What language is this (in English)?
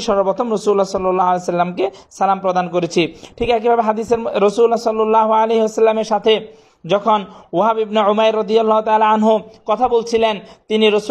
Bangla